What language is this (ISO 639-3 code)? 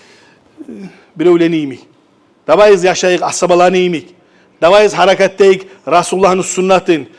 kum